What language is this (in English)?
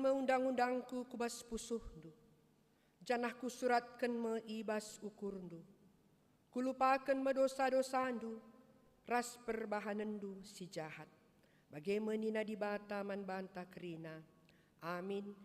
Batak Karo